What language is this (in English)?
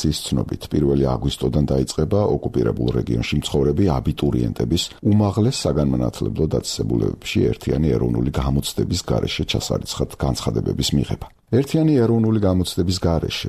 Georgian